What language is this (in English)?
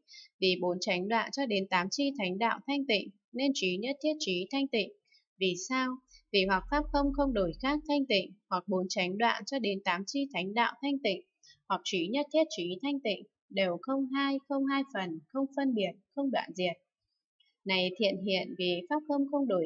Vietnamese